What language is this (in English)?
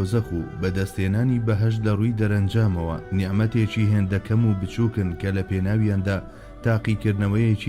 Central Kurdish